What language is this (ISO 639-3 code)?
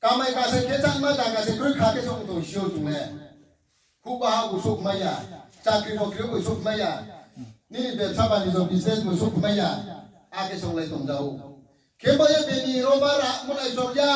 ria